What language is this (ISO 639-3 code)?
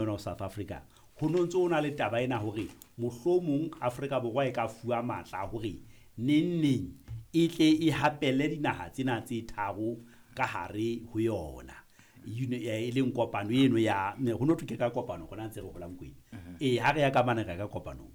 sot